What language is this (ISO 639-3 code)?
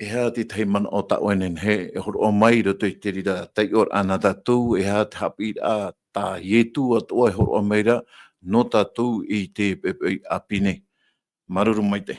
tah